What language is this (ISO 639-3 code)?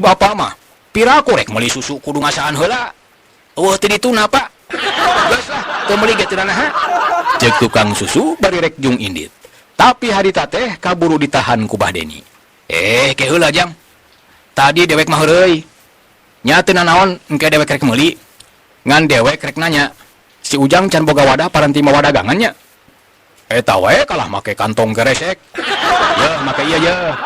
sun